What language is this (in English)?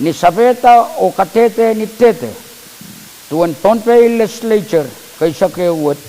Pohnpeian